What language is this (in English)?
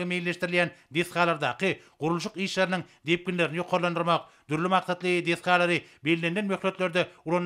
Turkmen